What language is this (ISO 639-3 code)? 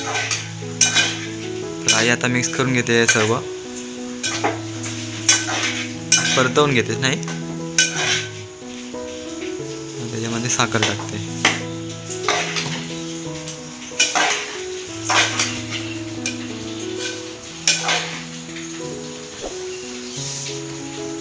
mar